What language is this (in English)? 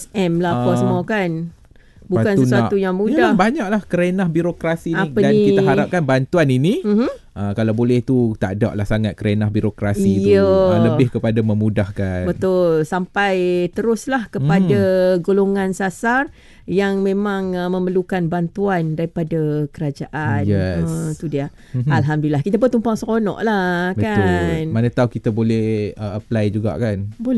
Malay